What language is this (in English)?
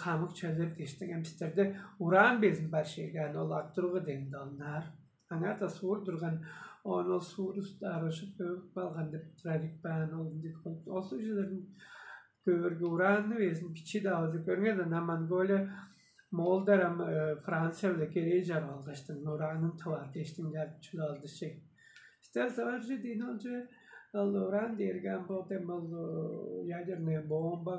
Tuvinian